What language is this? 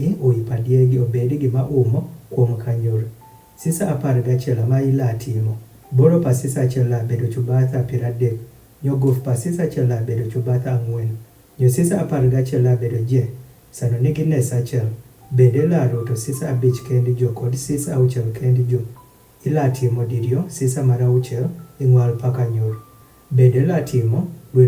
Adhola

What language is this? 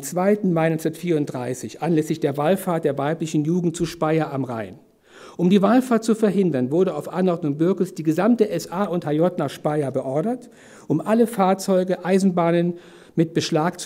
German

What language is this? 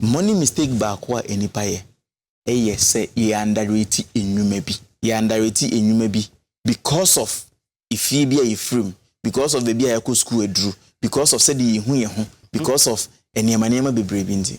Akan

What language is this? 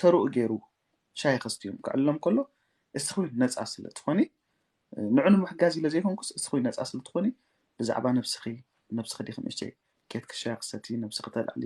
Tigrinya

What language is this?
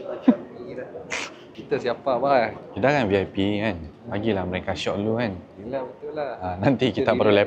Malay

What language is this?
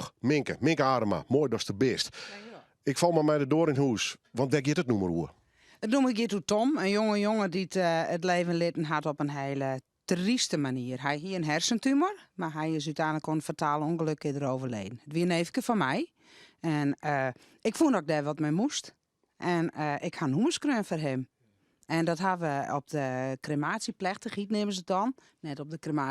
Western Frisian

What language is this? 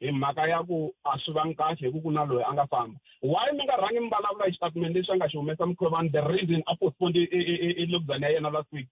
Tsonga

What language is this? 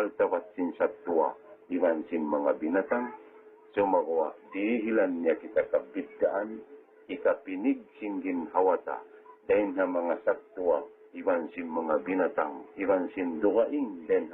Tausug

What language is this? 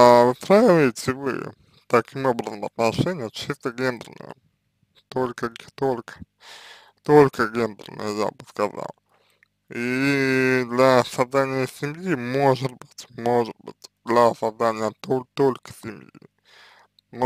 Russian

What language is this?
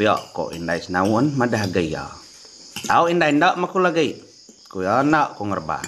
Iban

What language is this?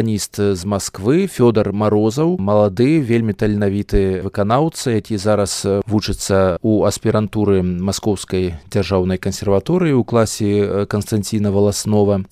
Belarusian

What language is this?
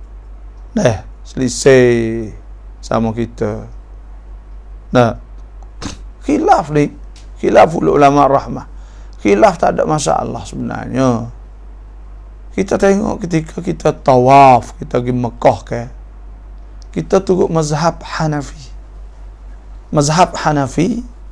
Malay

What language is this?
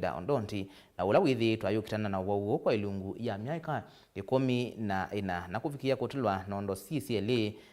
Kamba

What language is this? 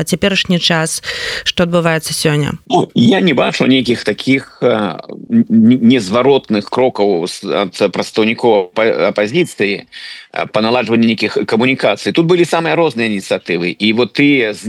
Belarusian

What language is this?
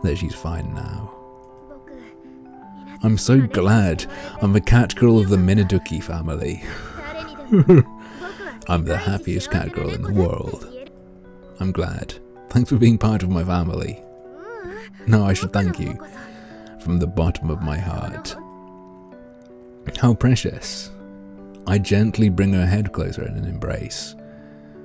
English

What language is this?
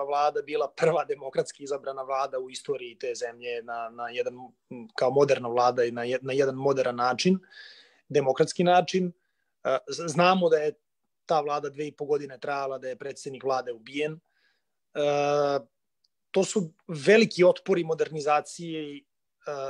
Serbian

